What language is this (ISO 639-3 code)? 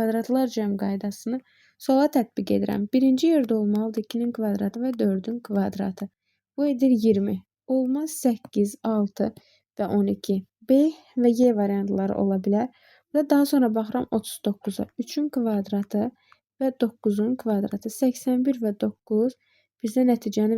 aze